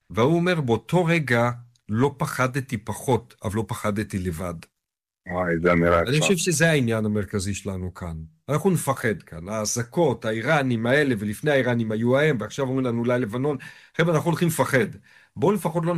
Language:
Hebrew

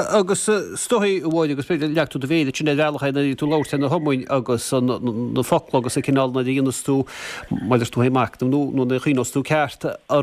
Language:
Irish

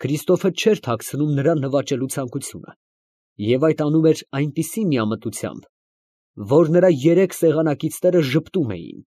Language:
Armenian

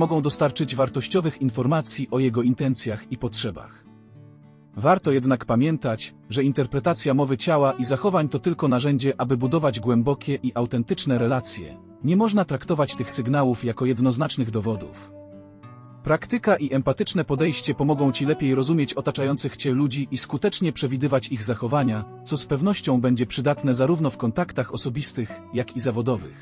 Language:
Polish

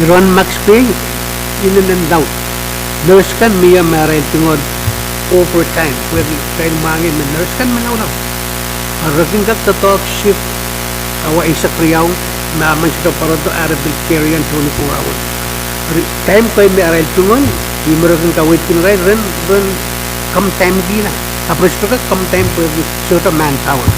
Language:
Pohnpeian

